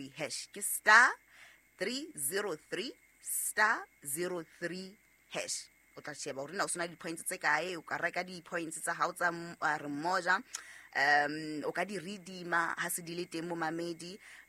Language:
Southern Sotho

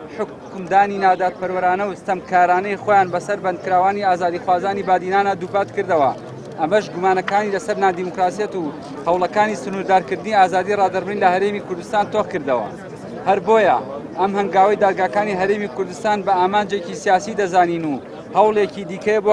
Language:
Central Kurdish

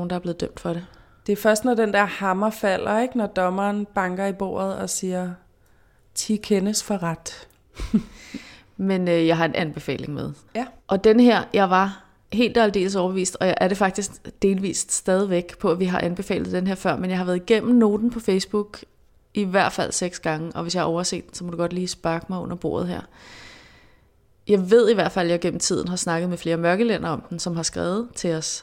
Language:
Danish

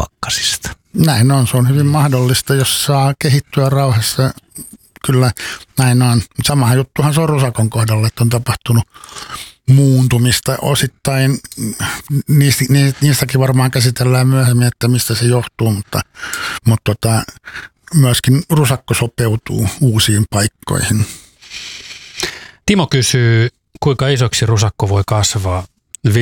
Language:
Finnish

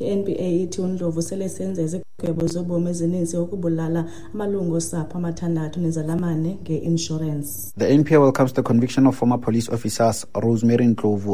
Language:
Xhosa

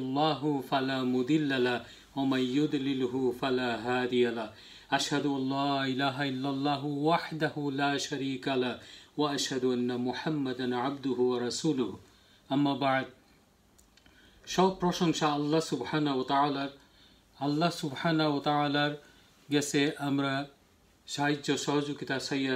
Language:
Sylheti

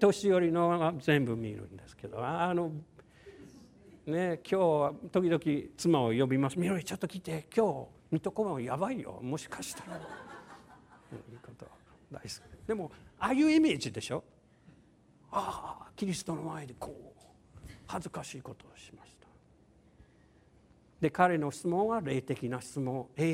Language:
Japanese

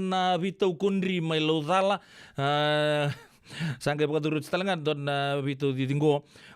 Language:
Fijian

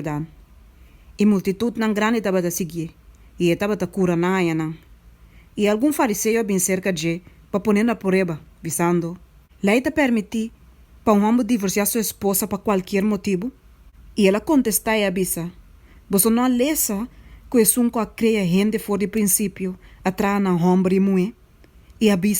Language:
Papiamento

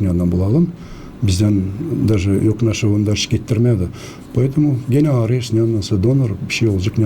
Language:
Gagauz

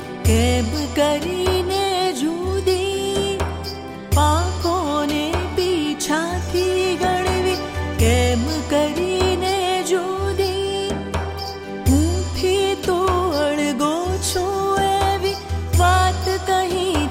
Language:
Gujarati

